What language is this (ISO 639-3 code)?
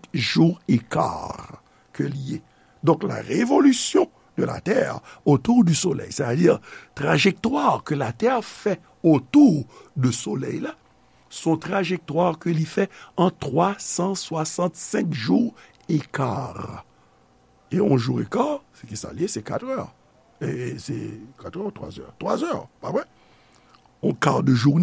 hat